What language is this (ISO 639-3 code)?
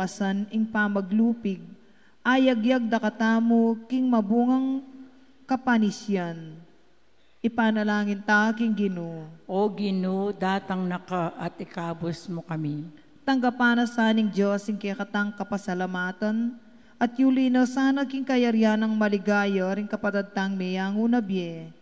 pam